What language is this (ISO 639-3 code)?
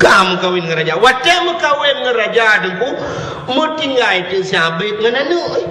ace